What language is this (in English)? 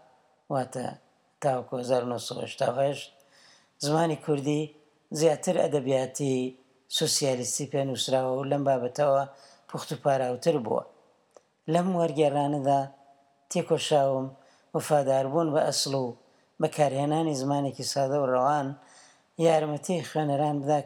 Central Kurdish